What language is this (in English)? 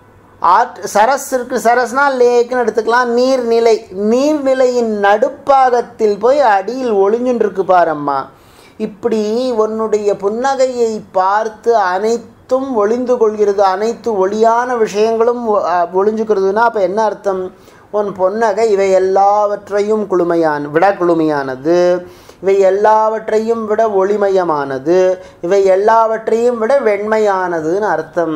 Tamil